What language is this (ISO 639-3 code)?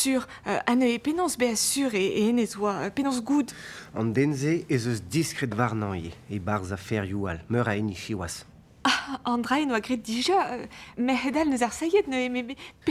bre